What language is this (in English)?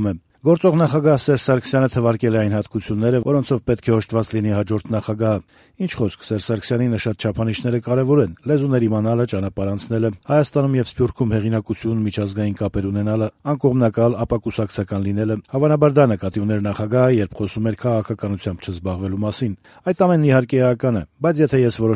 Armenian